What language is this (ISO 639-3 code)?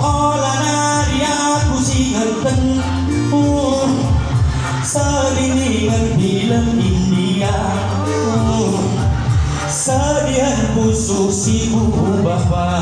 btx